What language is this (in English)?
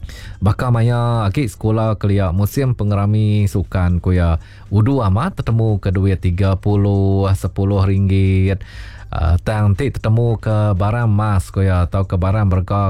Iban